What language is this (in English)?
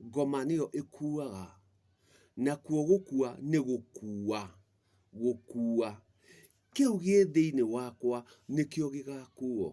Kikuyu